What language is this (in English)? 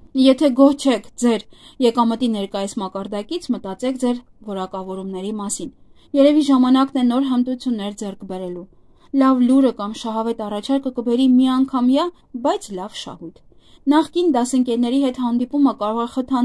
Armenian